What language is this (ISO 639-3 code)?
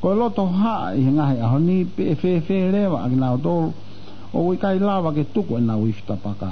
ton